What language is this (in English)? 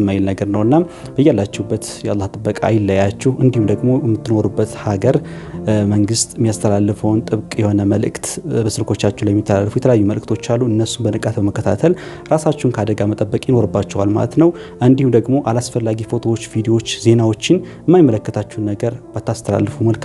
Amharic